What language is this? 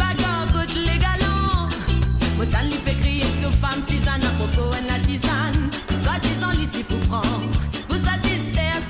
Morisyen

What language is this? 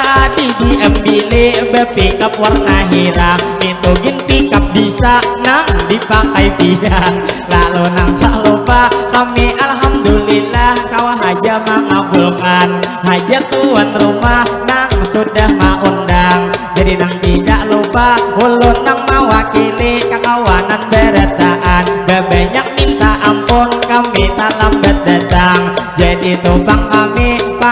Banjar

